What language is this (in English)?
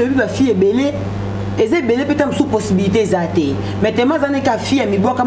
Lingala